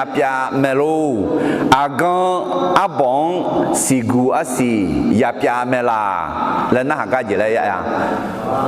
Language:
Akha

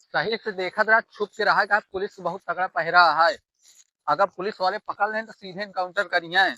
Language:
Awadhi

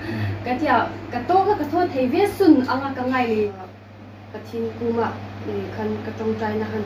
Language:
Hmar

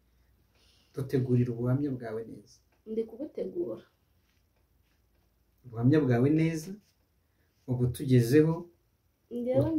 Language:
Kinyarwanda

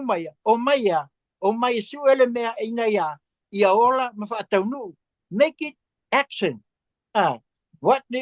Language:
Samoan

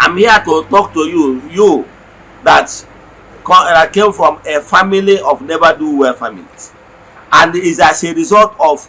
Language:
Igbo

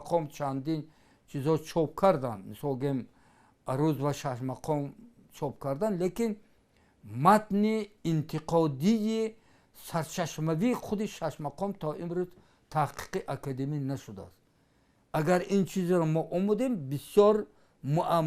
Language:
Tajik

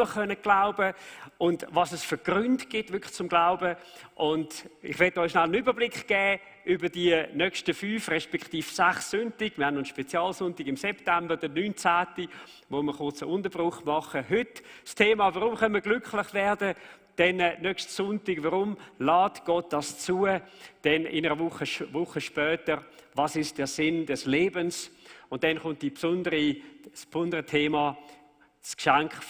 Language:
Swiss German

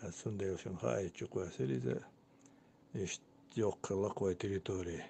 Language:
Chechen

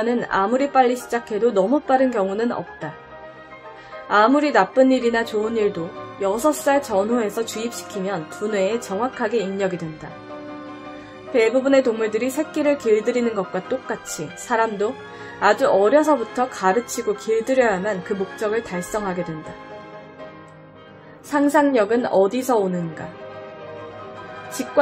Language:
Korean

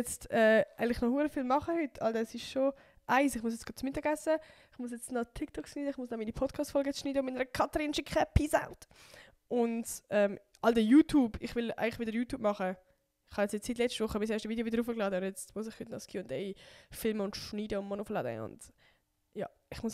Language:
Swiss German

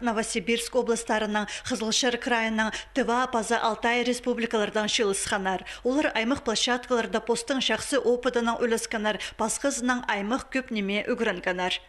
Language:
Khakas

